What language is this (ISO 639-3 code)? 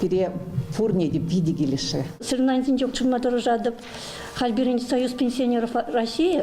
chv